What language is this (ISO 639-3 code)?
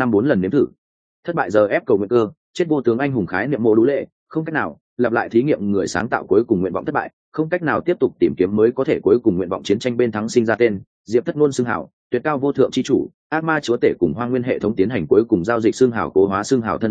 vie